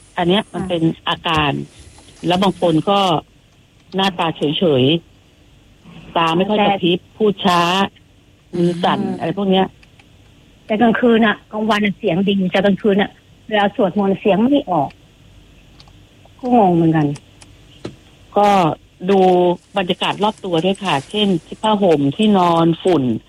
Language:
Thai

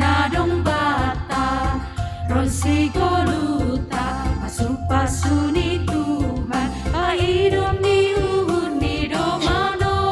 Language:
Batak Simalungun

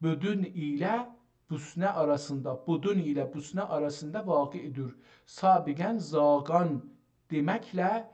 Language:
South Azerbaijani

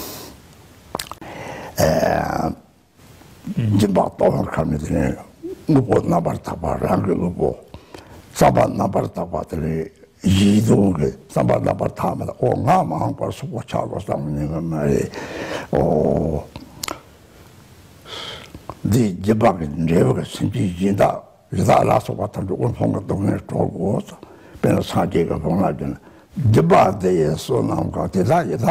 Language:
Chinese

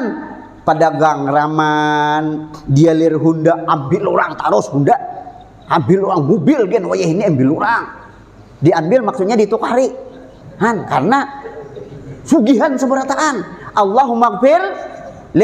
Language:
Banjar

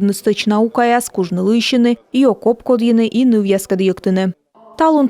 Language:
Komi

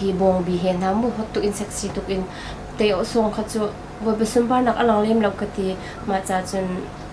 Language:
Hakha Chin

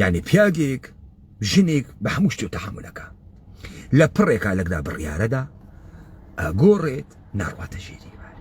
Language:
Central Kurdish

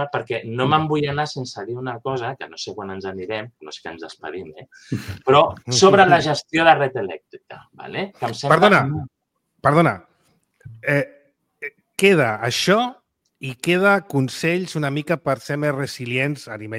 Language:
Catalan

